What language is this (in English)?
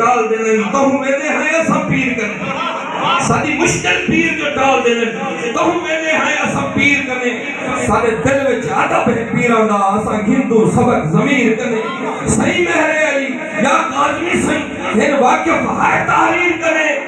Saraiki